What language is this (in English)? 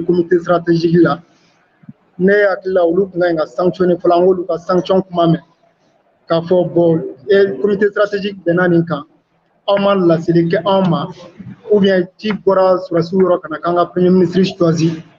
Bambara